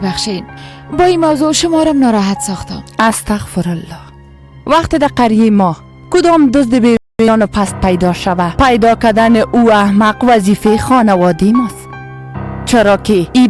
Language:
Persian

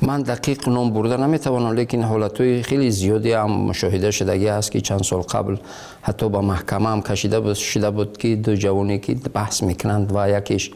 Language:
Tajik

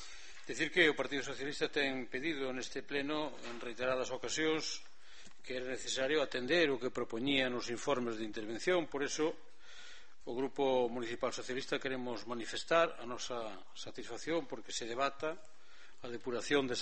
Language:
Galician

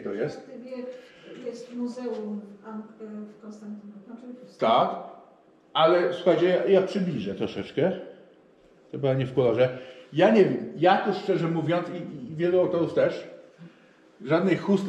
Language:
Polish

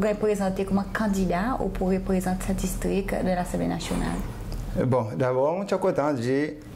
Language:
Seselwa Creole French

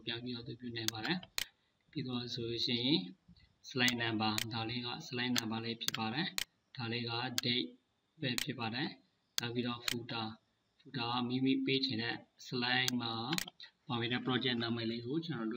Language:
Burmese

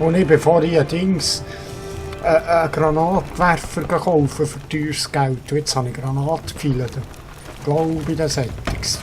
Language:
Swiss German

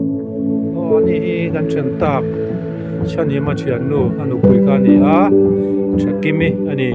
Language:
Mizo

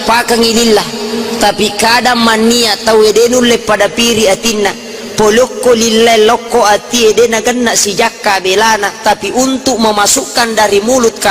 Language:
Buginese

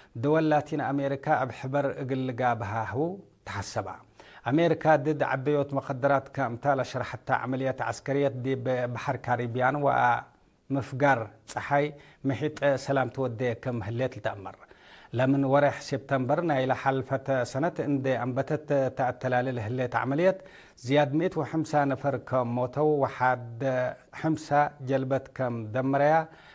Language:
Tigre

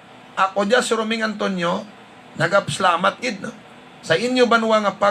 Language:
Hiligaynon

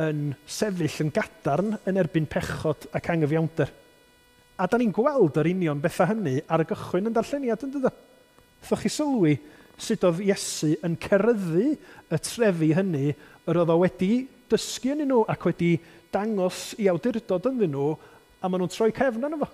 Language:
Welsh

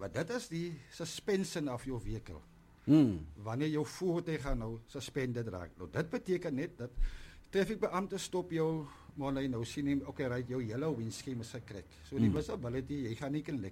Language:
Afrikaans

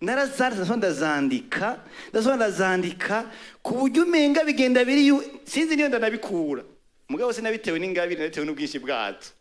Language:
Rundi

